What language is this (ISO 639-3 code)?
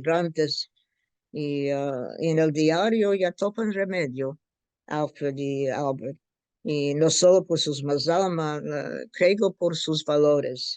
lad